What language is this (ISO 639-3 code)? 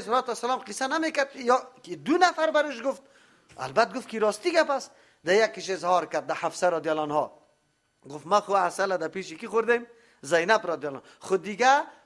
fas